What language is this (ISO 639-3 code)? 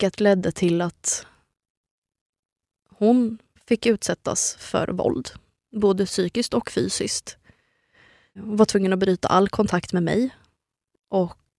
swe